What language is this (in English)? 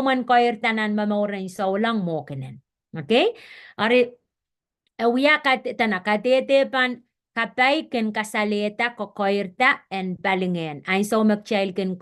Pohnpeian